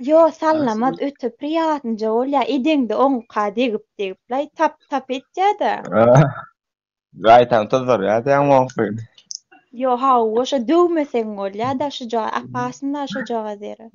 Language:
Turkmen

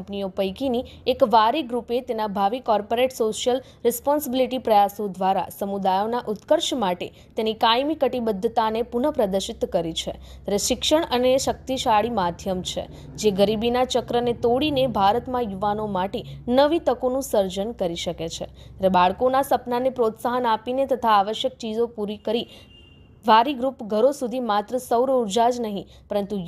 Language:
Gujarati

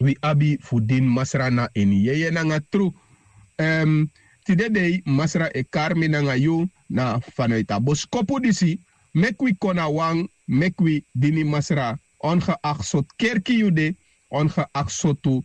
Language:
Sranan Tongo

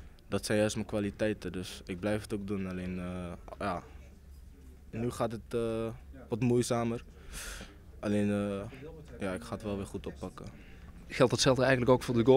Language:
Dutch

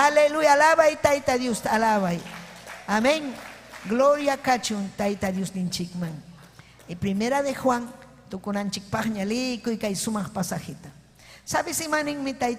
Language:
Ayacucho Quechua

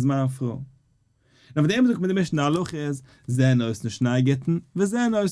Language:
Yiddish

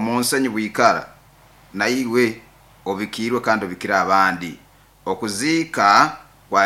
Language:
Nyoro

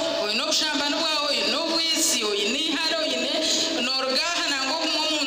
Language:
Nyankole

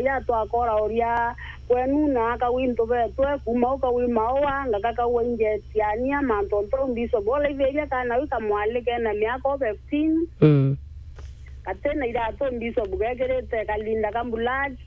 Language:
Meru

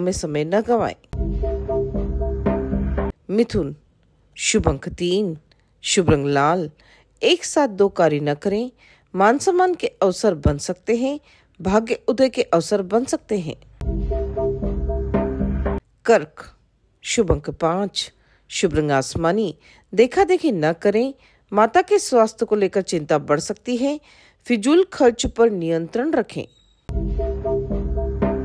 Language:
Hindi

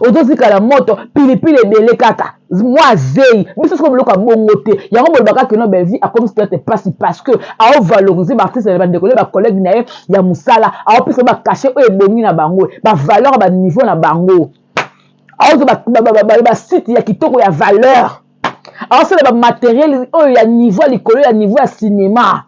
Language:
Lingala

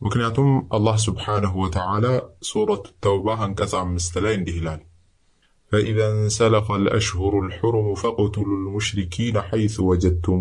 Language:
Amharic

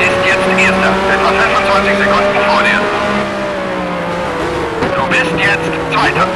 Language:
Bavarian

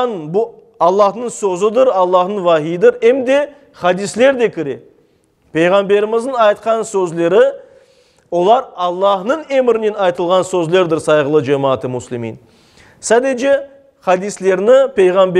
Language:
Crimean Tatar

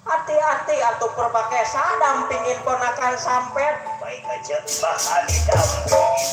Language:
Betawi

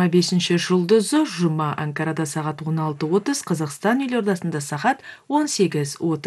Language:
Kazakh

